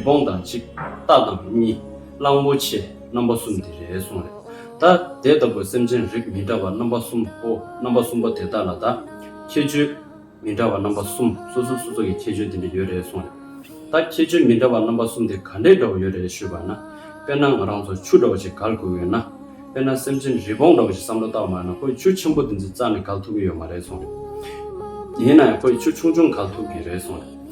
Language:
Tibetan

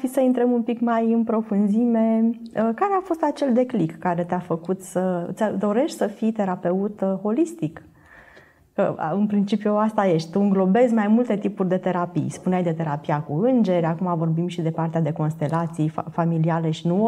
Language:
Romanian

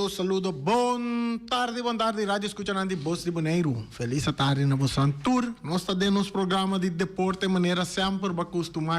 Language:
Papiamento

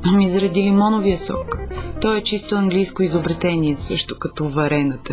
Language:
Bulgarian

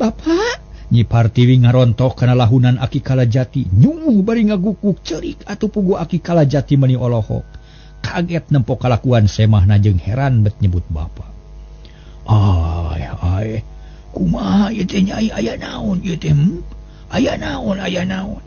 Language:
Sundanese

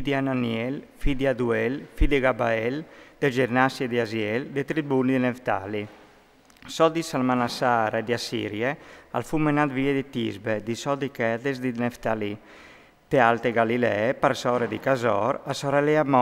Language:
Friulian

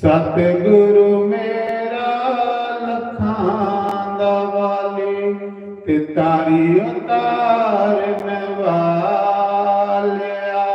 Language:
Dogri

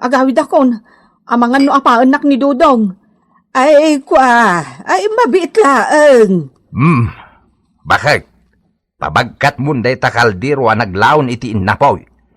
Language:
Iloko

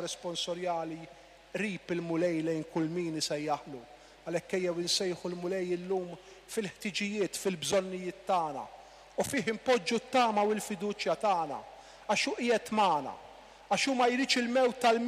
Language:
Maltese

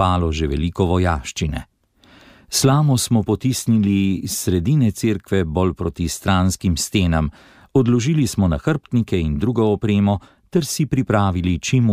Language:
Slovenian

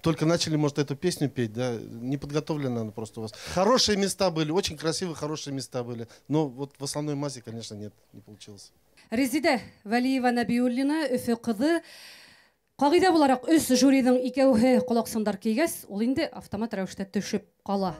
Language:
Bashkir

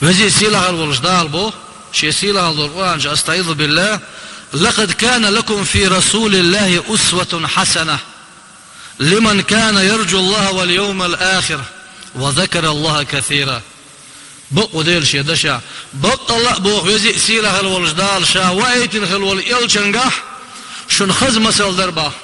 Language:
Chechen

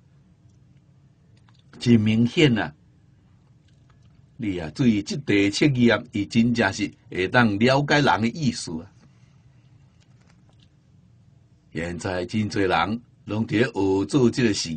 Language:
Min Nan Chinese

